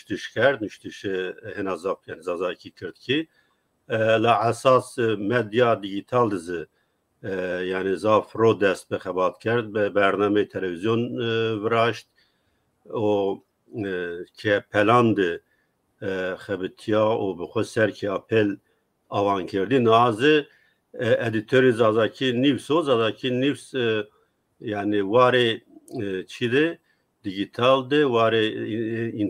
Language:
Zaza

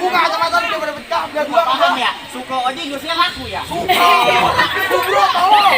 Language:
Betawi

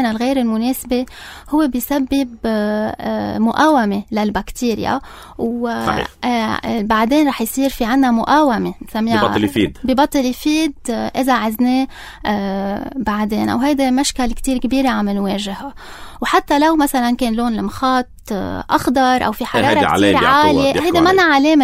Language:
North Levantine Arabic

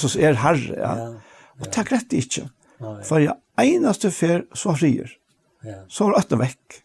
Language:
Faroese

